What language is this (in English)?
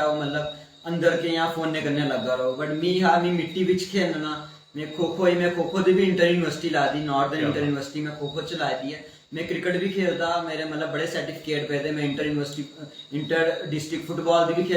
Dogri